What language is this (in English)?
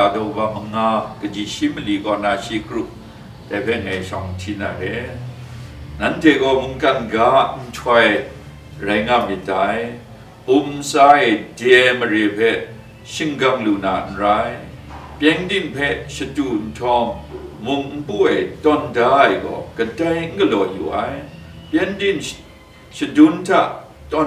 Kachin